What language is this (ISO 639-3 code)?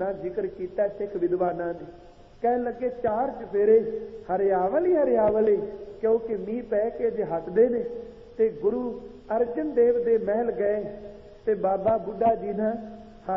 pan